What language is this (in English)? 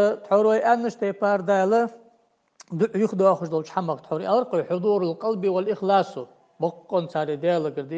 Ingush